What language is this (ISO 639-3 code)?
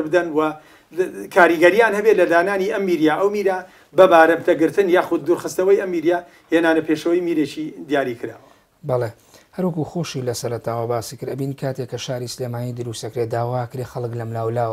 ckb